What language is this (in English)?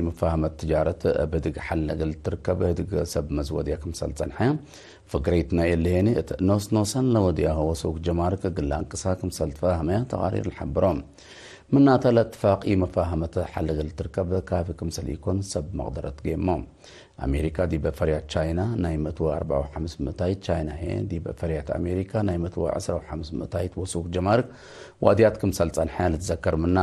Tigre